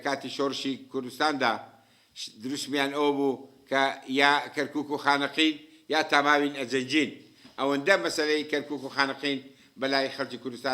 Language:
Central Kurdish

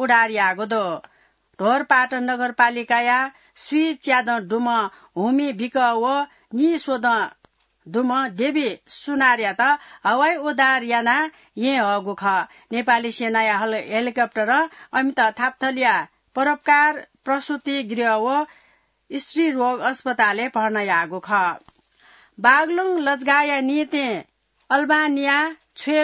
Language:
Newari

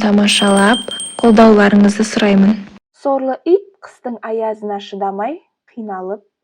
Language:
Kazakh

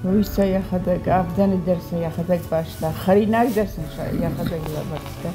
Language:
Ossetic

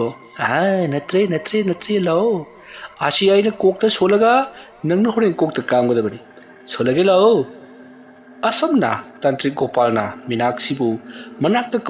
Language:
Manipuri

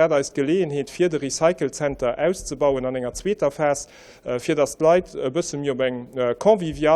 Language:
Luxembourgish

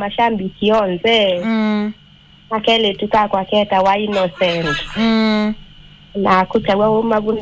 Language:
Kamba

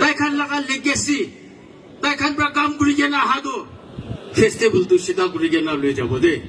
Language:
Naga Pidgin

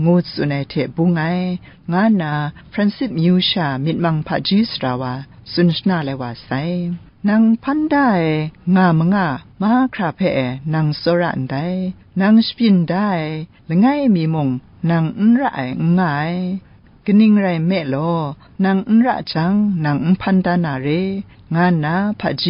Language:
Kachin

